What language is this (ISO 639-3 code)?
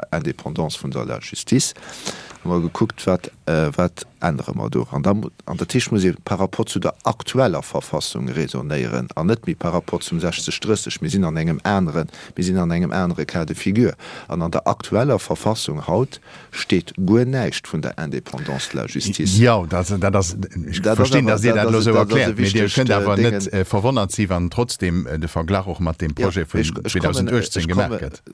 ltz